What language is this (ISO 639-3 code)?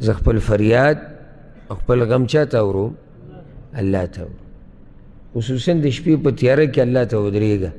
pus